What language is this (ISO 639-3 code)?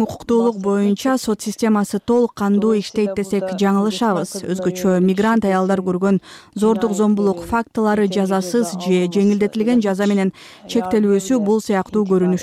kir